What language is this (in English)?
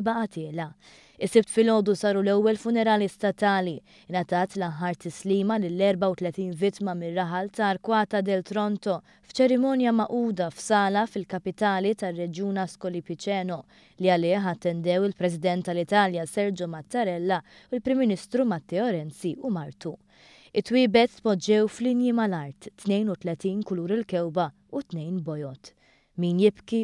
Maltese